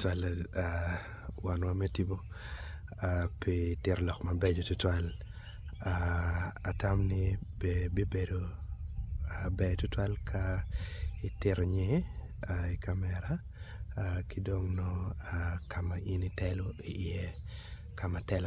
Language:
Acoli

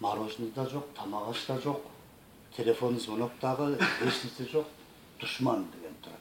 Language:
Kyrgyz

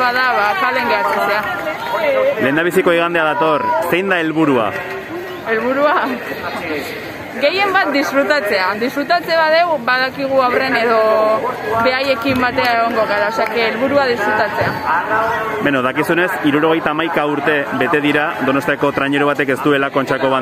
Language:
Basque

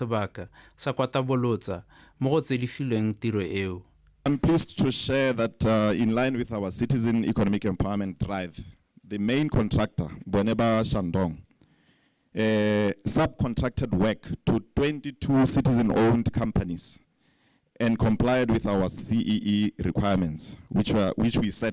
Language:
Tswana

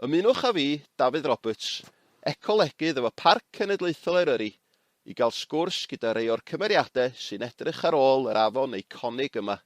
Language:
Welsh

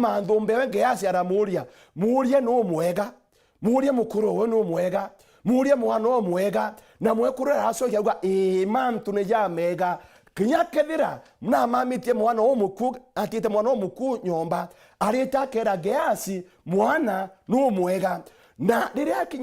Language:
Meru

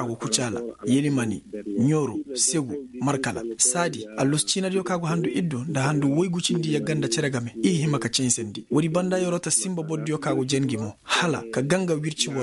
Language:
Koyraboro Senni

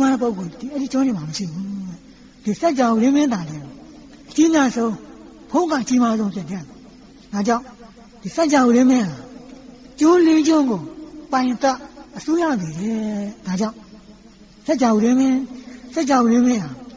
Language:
Burmese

